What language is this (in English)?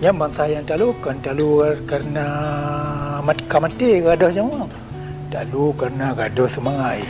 Achinese